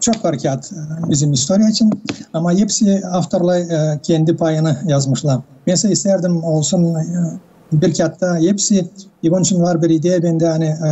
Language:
Gagauz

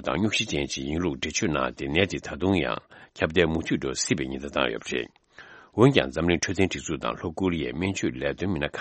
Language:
Tibetan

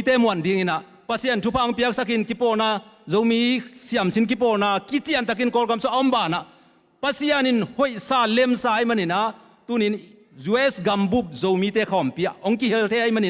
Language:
Tedim Chin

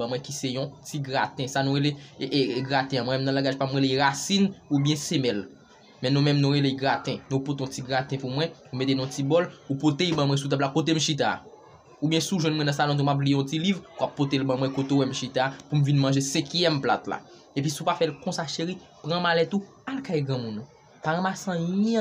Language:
Haitian Creole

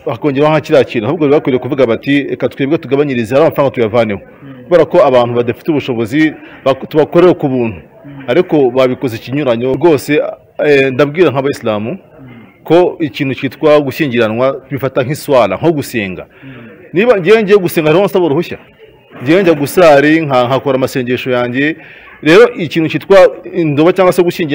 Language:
Kinyarwanda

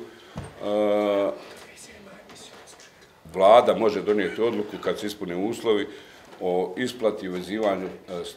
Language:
Bosnian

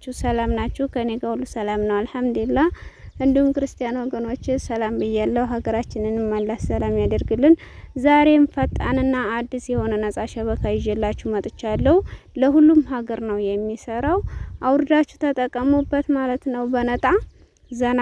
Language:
Amharic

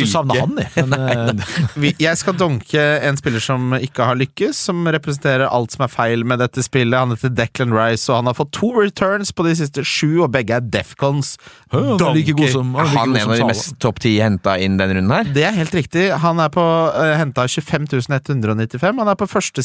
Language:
Norwegian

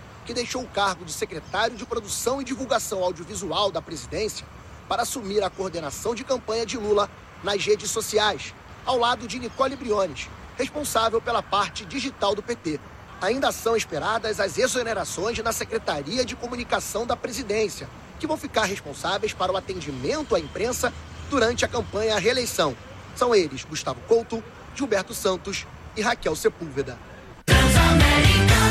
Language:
Portuguese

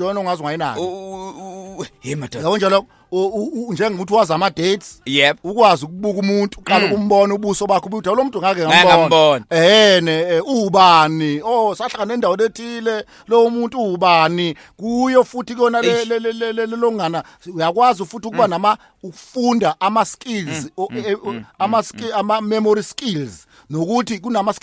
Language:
Zulu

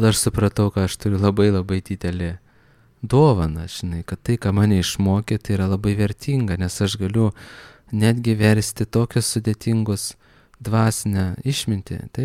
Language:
Lithuanian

